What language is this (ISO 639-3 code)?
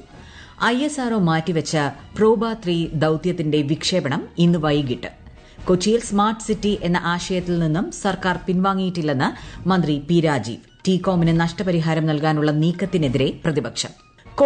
mal